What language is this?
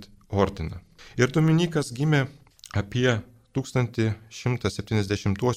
Lithuanian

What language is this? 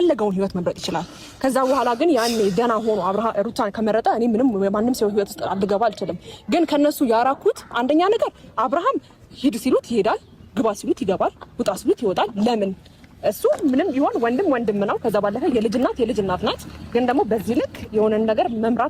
Amharic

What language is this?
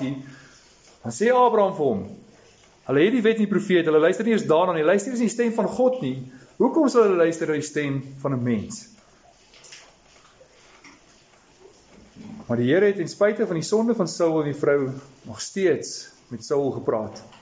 Afrikaans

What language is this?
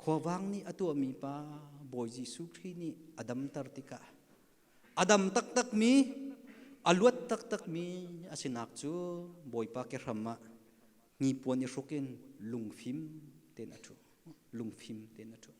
Hakha Chin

